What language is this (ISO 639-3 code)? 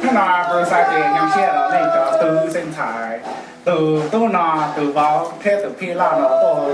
hmn